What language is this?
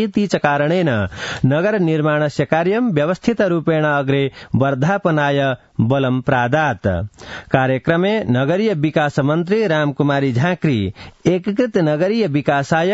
Sanskrit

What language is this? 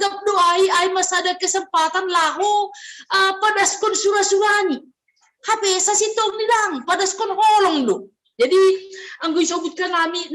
Batak Simalungun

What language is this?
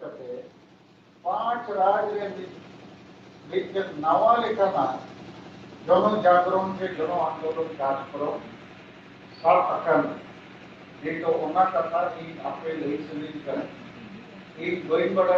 Santali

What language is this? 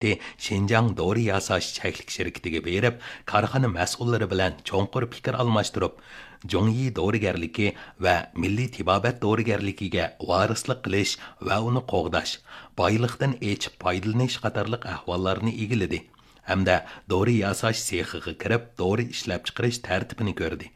Uyghur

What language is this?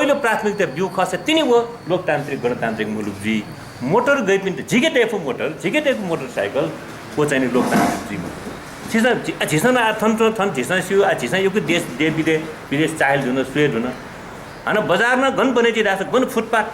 Newari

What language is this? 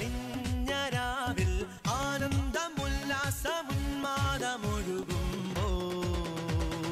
Malayalam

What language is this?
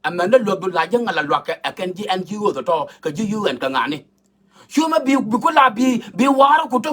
Nuer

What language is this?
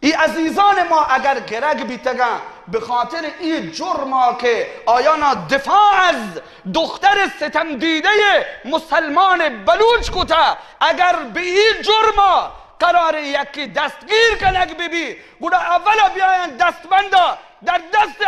Baluchi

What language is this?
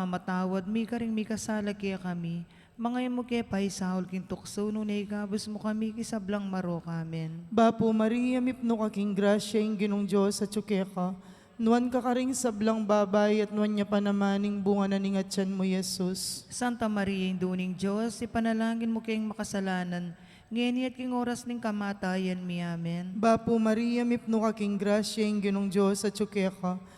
Pampanga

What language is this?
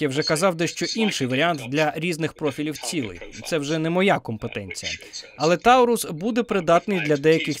Ukrainian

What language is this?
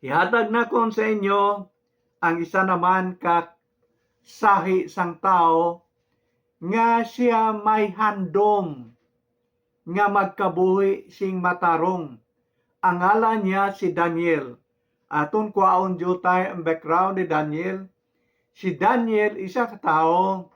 Hiligaynon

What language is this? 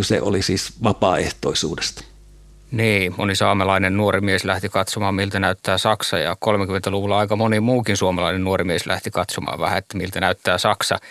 Finnish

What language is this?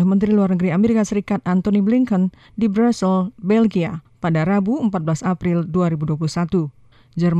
Indonesian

